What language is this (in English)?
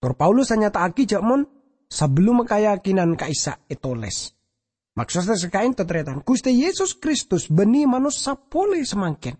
Madurese